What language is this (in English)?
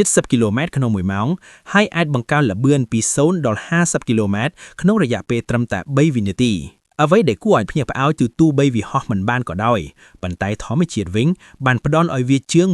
Khmer